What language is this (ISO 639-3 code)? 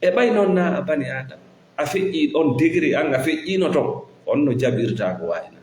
ful